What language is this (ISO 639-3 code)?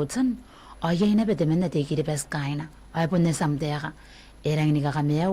gil